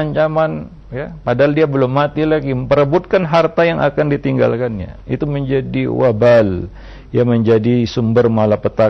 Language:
Indonesian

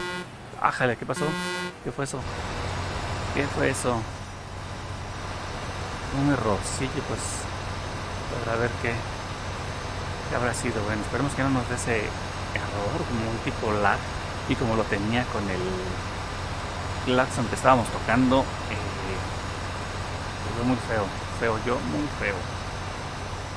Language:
Spanish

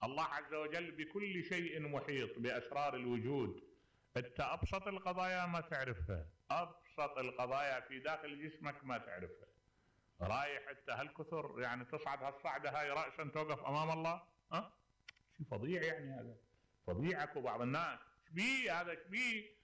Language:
Mesopotamian Arabic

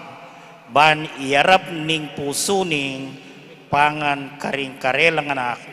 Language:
Pampanga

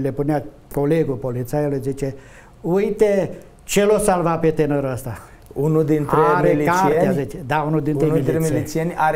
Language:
Romanian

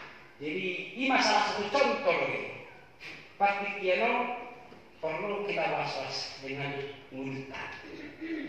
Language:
Batak Toba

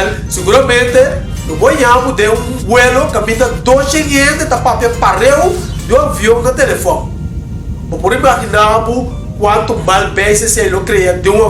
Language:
Papiamento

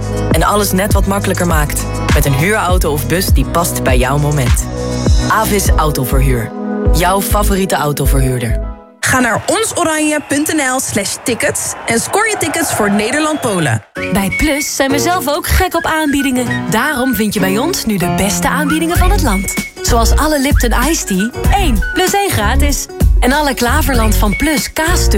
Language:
Dutch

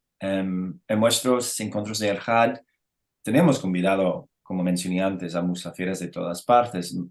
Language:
Ladino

